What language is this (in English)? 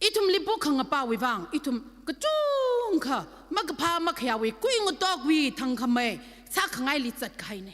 Tangkhul Naga (India)